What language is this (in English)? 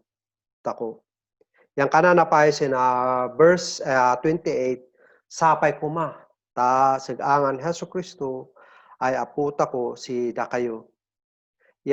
Kankanaey